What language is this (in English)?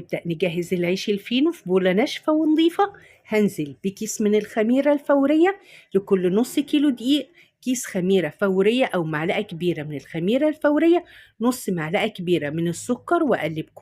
Egyptian Arabic